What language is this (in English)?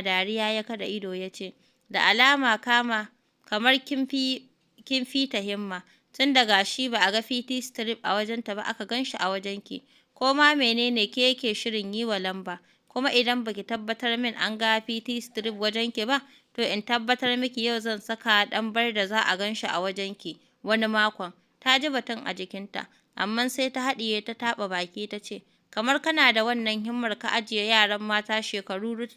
Hausa